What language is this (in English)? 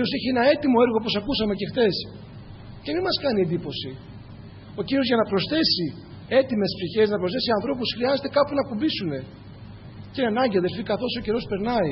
Greek